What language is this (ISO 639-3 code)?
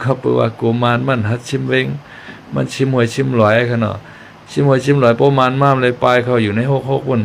shn